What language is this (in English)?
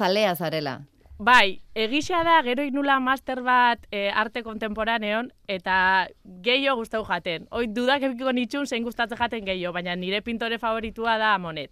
Basque